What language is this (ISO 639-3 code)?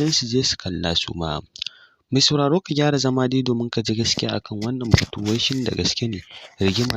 hau